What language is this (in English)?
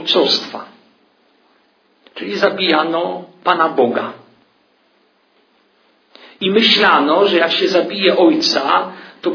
Polish